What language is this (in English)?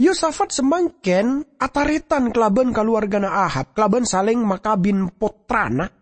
Madurese